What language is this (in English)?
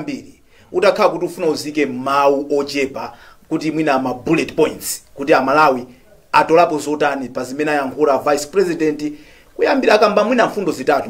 Nyanja